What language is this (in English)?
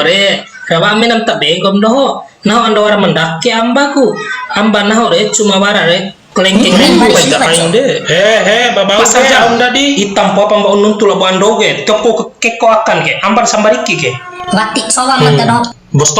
Bima